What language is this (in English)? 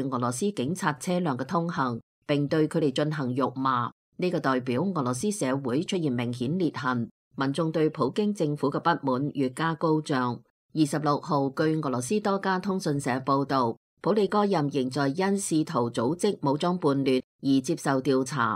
Cantonese